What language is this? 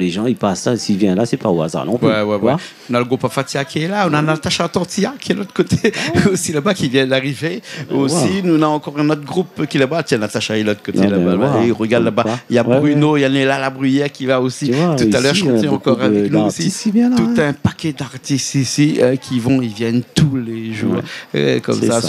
Réunion Creole French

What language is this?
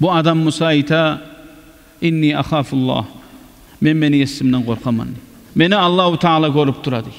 Kumyk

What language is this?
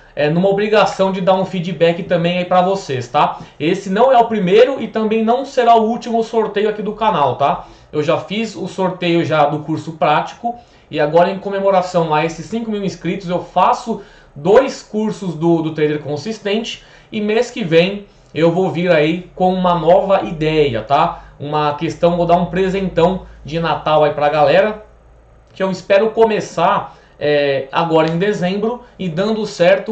Portuguese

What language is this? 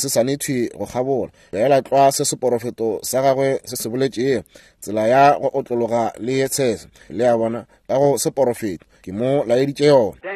Northern Sotho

